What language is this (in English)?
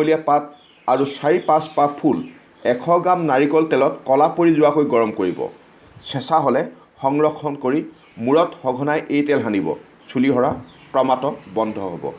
Assamese